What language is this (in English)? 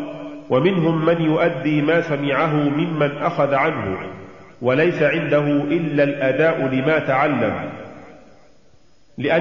Arabic